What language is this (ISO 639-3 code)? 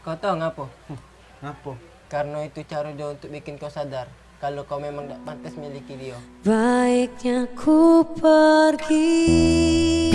mui